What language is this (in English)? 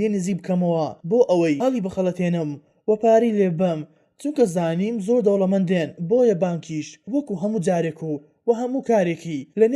Central Kurdish